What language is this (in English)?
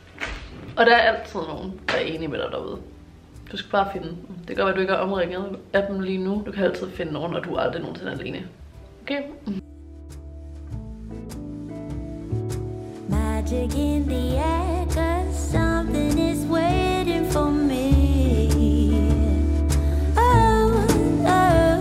Danish